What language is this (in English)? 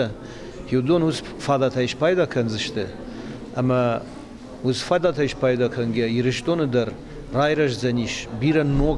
Ossetic